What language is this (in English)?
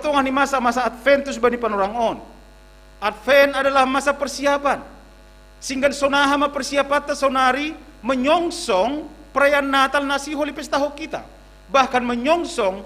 Batak Simalungun